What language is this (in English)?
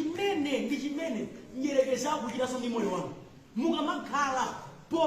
Nyanja